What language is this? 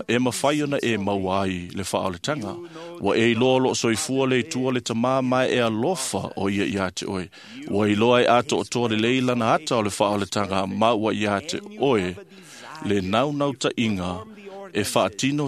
Samoan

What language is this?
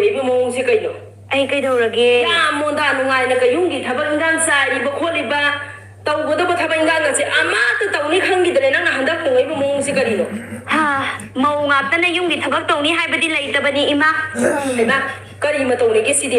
Manipuri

